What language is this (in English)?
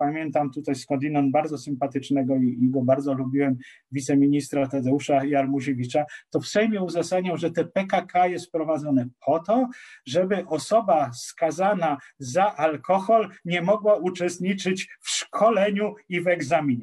Polish